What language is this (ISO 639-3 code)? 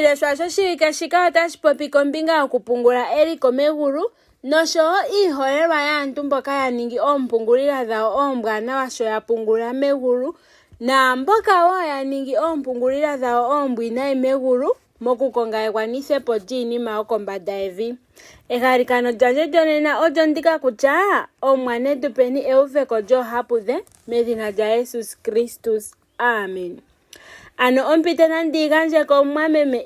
ndo